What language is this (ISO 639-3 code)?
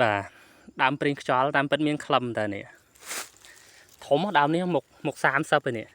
khm